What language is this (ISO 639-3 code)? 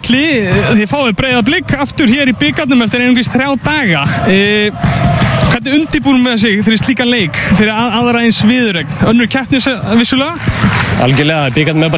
isl